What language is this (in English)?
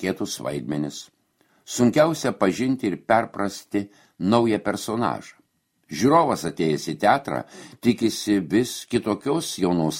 Lithuanian